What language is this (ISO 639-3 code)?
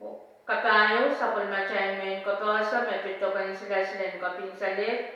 pon